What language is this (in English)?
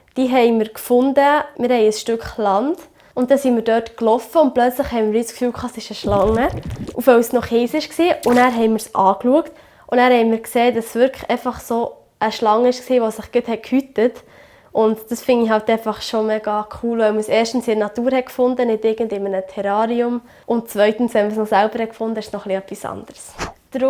Swiss German